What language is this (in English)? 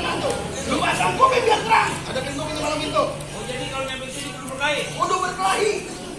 Betawi